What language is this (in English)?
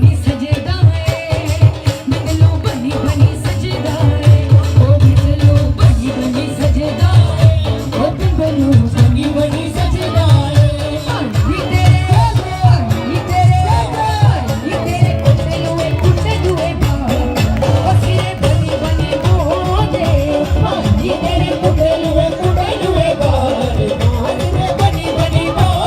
Dogri